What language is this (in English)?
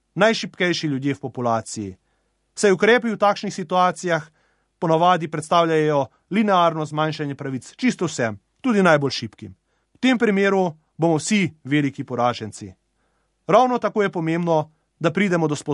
Slovenian